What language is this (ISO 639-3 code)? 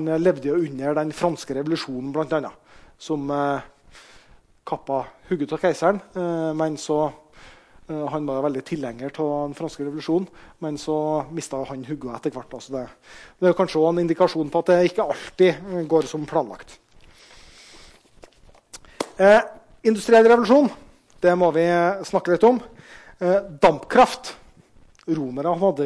nor